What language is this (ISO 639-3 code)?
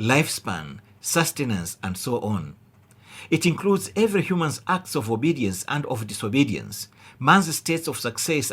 eng